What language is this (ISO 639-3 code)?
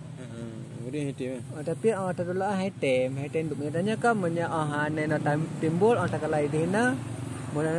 ace